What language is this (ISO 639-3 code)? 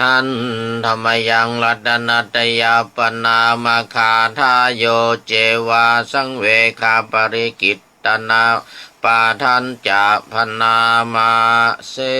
pli